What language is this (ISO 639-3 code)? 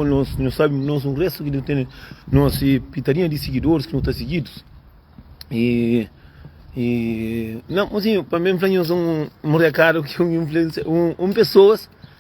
kea